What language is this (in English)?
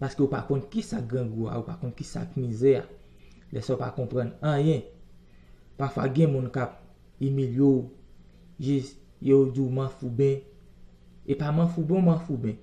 Haitian Creole